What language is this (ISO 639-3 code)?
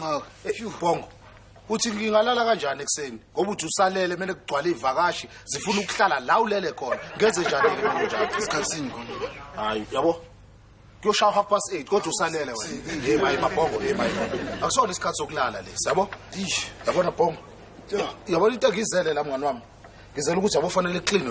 zul